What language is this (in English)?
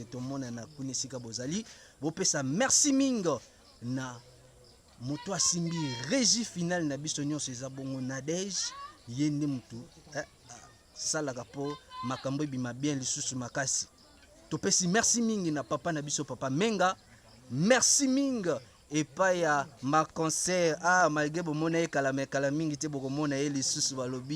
Lingala